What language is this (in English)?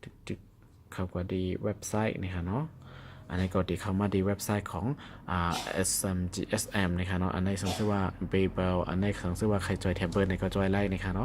Shan